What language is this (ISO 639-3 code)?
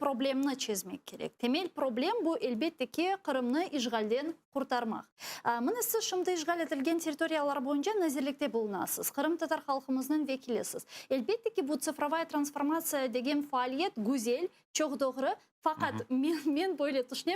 crh